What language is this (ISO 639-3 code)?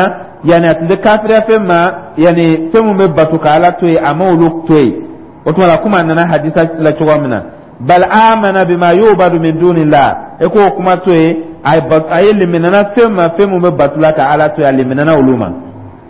dyu